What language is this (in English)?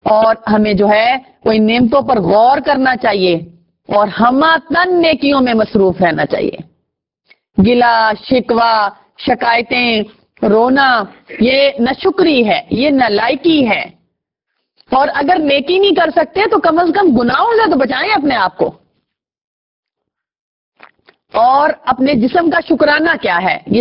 Urdu